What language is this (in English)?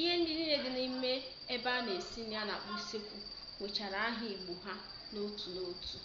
Igbo